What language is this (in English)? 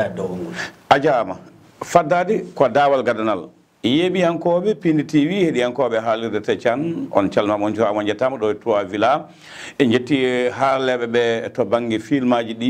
Fula